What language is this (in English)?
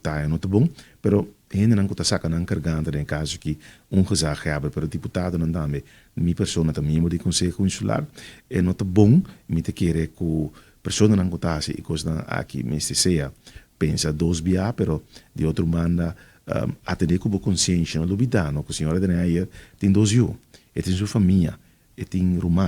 Papiamento